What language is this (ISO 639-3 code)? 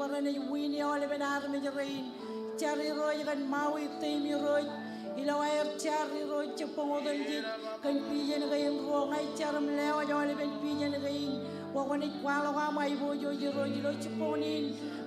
mah